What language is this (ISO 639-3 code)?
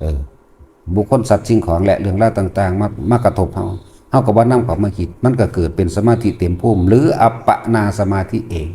tts